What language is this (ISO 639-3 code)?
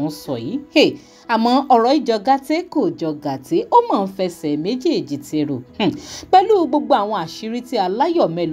yor